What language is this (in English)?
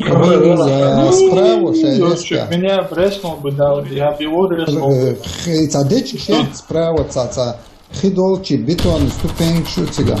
Chechen